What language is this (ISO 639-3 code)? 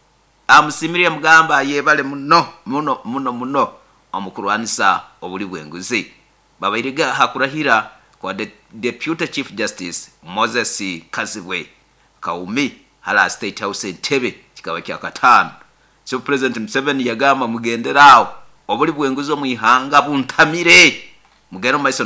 nyo